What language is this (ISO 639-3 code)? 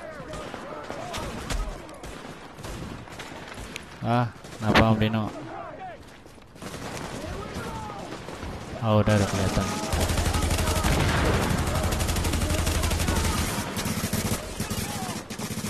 ind